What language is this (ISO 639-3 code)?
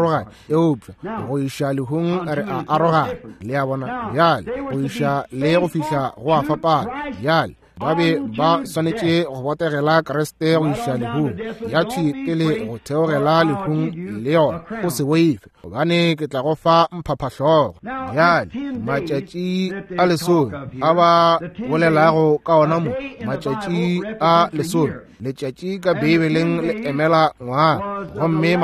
nso